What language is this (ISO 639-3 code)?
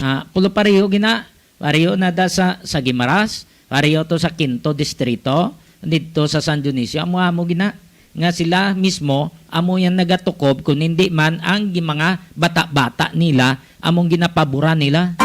hil